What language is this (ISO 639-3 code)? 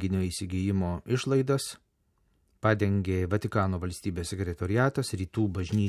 lit